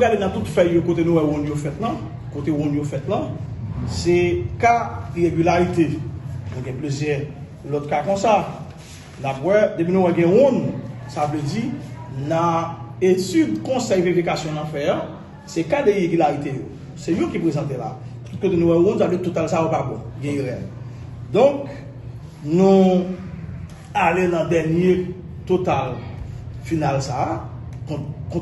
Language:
Haitian Creole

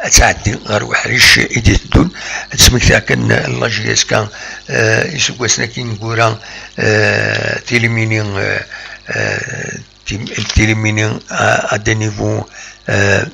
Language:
Kabyle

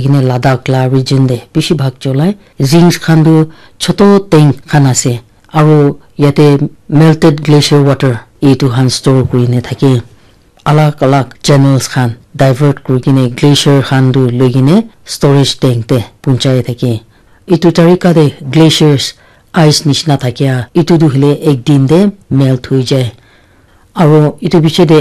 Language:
Naga Pidgin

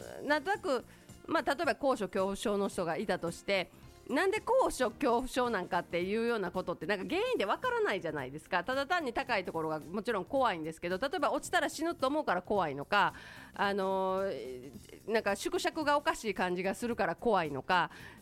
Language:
Japanese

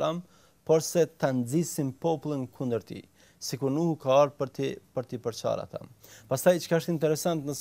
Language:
Albanian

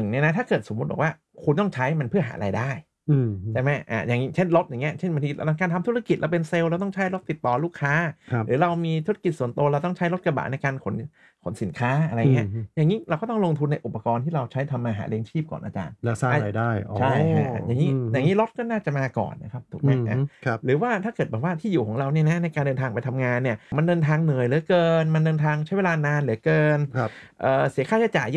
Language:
Thai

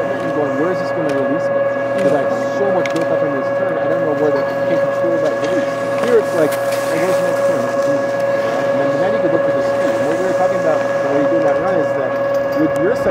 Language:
English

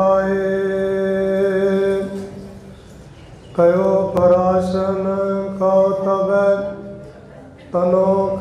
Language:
Punjabi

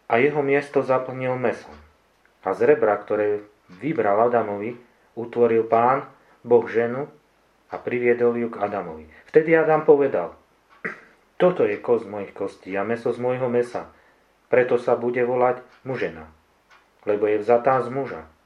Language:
Slovak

